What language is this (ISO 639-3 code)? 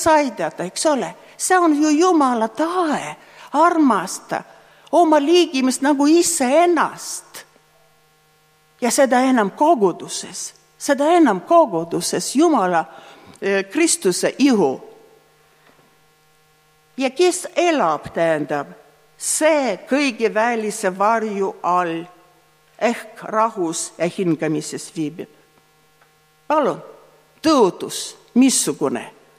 est